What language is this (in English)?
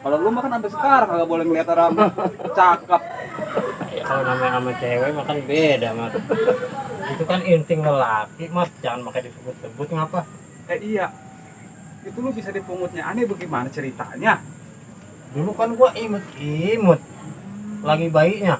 Betawi